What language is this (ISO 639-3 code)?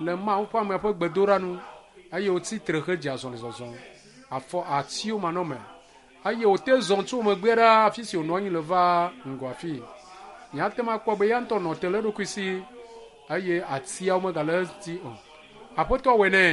ewe